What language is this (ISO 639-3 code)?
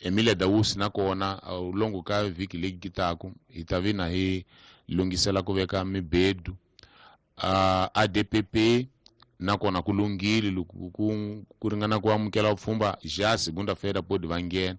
tso